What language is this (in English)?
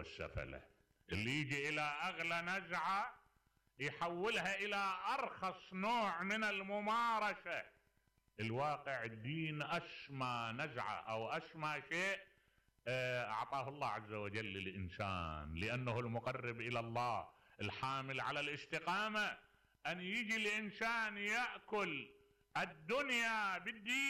Mesopotamian Arabic